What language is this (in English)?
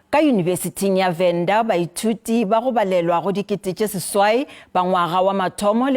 Northern Sotho